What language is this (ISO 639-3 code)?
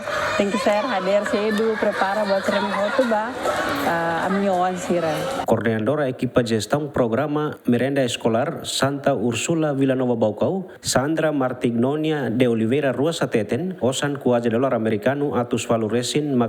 tet